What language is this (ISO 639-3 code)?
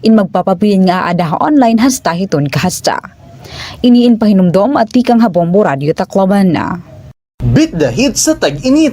war